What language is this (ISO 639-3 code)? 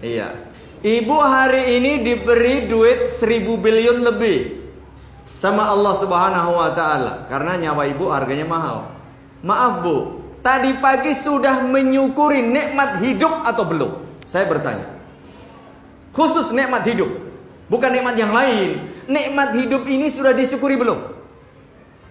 ind